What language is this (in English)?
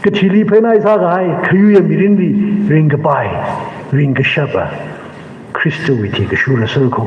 Tangkhul Naga (India)